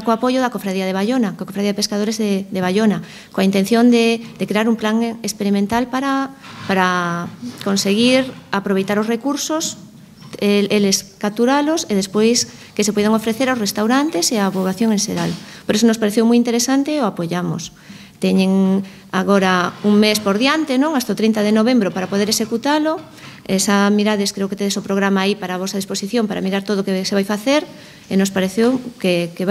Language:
Galician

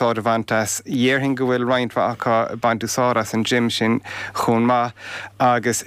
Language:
Irish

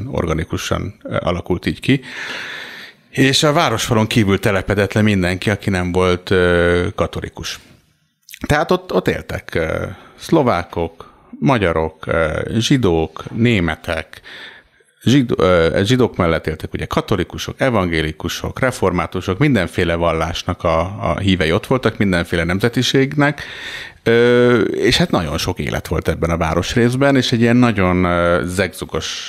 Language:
Hungarian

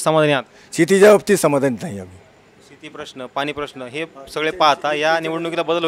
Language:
Marathi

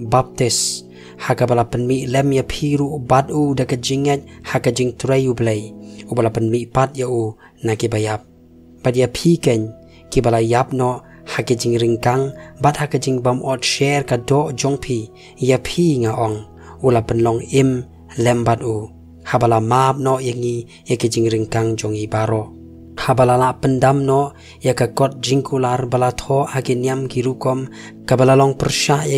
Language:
Khasi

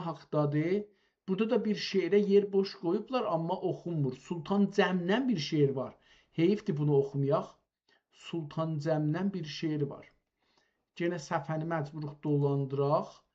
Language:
South Azerbaijani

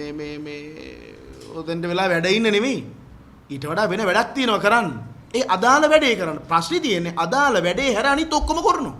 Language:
Sinhala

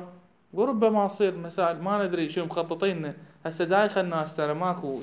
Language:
Mesopotamian Arabic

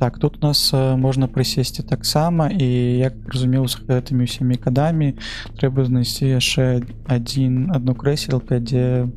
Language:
Belarusian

